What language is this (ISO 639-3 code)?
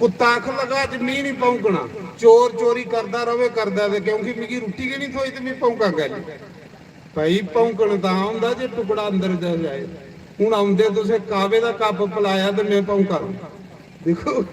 doi